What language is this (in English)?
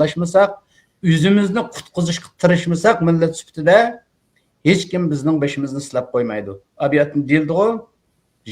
Uyghur